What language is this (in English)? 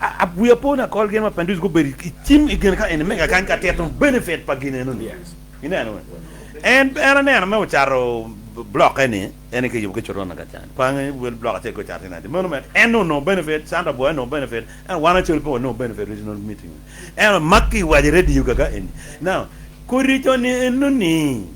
Acoli